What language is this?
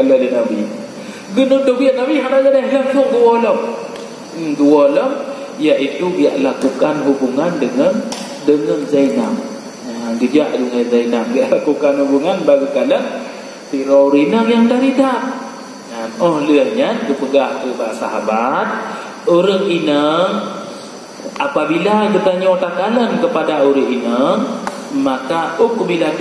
Achinese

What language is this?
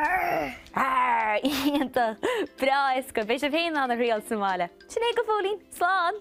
Irish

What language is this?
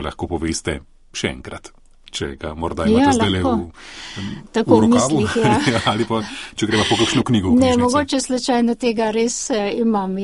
Slovenian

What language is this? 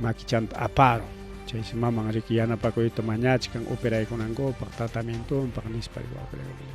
Ayacucho Quechua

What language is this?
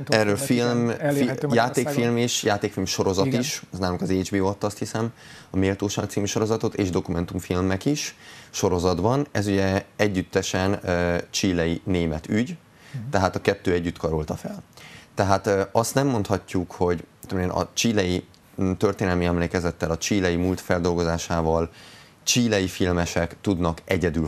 Hungarian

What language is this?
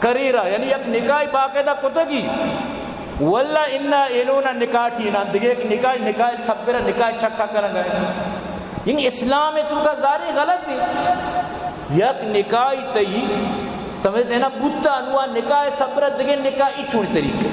Baluchi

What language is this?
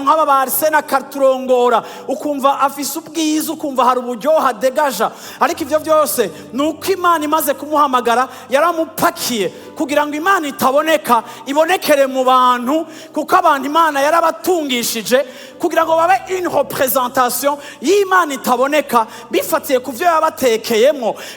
Rundi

